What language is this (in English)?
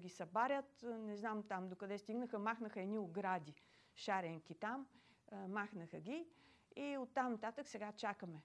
Bulgarian